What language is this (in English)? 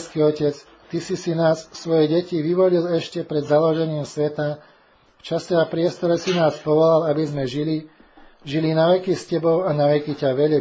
Slovak